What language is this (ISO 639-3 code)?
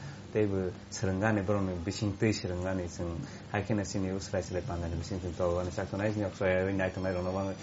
trp